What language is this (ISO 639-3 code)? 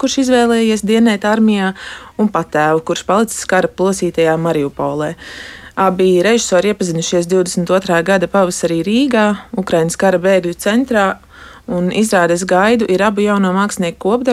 lav